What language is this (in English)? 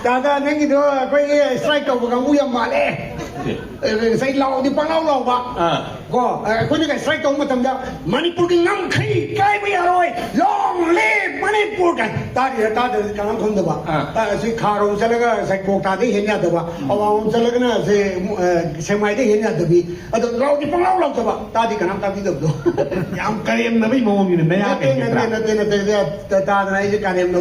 Manipuri